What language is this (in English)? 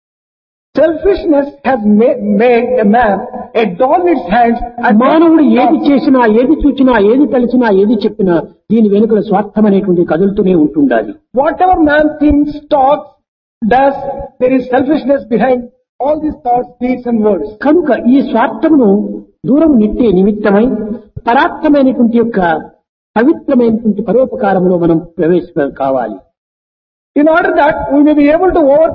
Telugu